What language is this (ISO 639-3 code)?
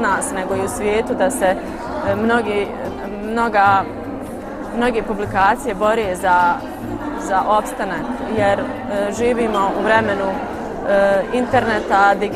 bos